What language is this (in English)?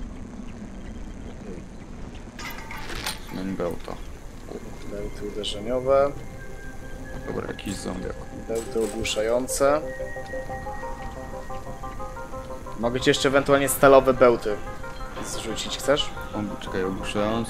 Polish